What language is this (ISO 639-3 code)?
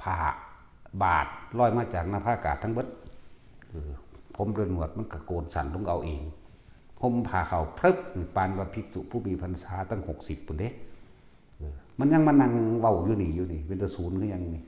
tts